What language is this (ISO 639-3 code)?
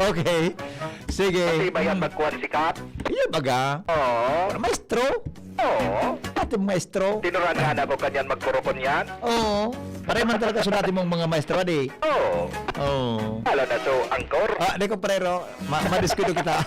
bik